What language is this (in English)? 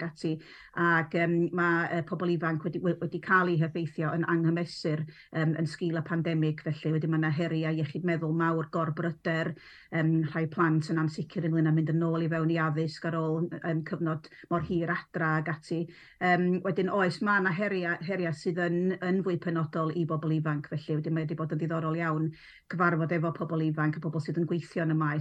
Welsh